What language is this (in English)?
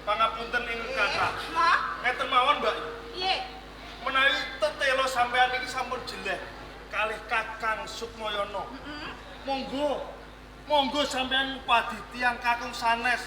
Javanese